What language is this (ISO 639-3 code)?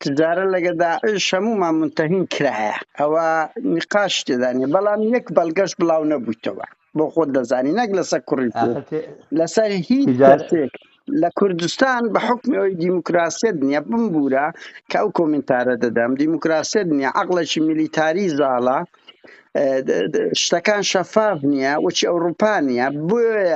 ckb